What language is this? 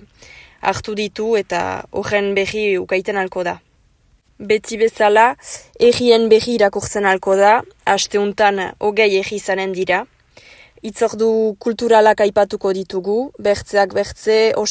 Basque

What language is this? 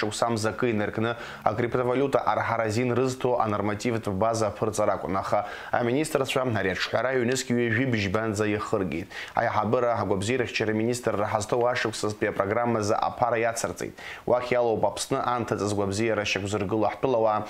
Abkhazian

